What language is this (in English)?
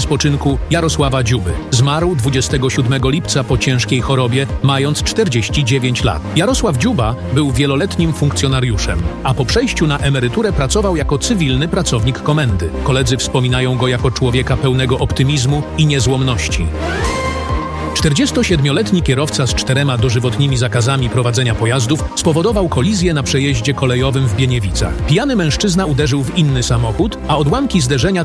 Polish